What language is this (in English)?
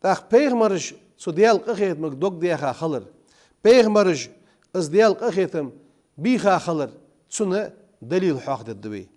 Ingush